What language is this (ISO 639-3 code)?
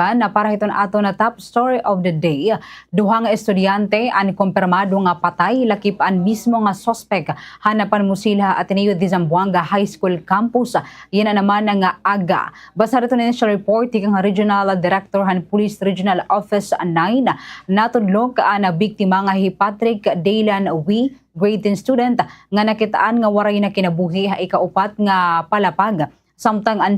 war